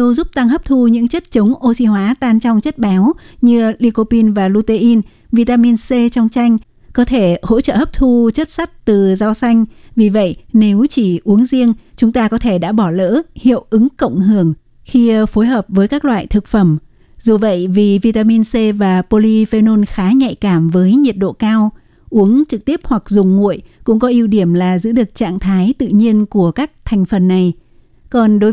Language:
Vietnamese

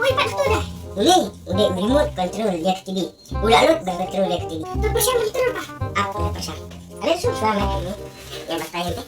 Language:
Khasi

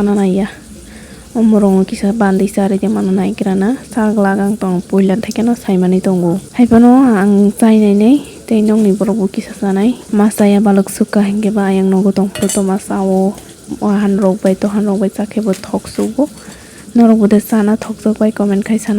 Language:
Kok Borok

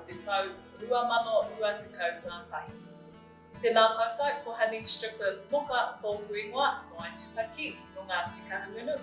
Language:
Māori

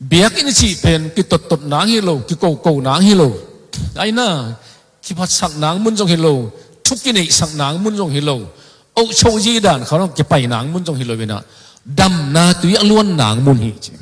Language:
Tedim Chin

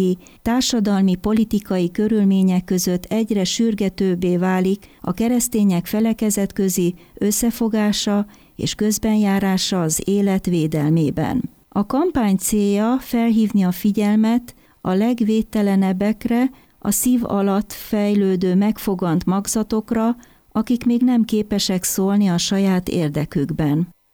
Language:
Hungarian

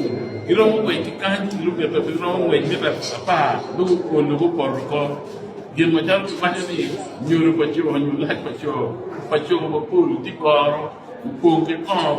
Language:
Acoli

